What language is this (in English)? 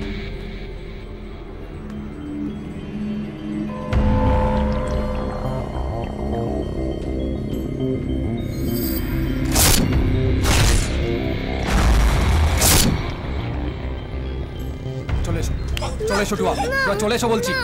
Bangla